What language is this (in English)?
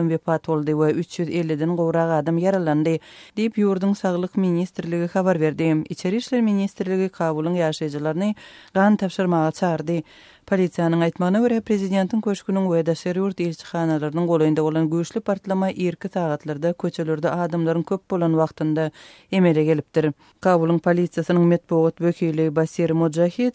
Turkmen